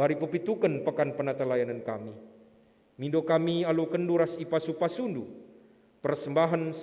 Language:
Batak Karo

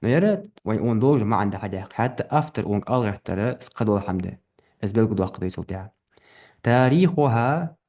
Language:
Ingush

